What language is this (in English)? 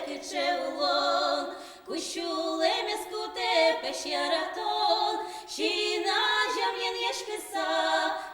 Udmurt